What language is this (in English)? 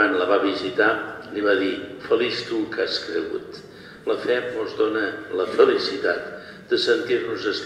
Catalan